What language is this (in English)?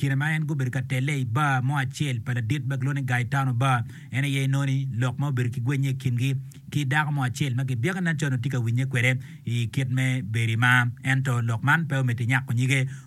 Acoli